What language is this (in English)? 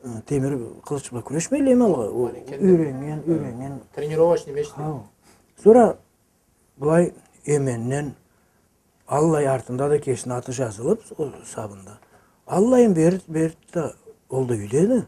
Karachay-Balkar